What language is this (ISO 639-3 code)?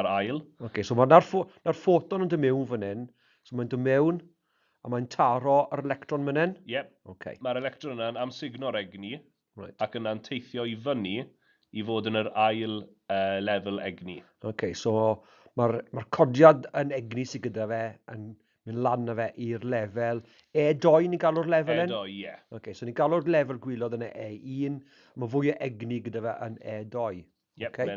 cym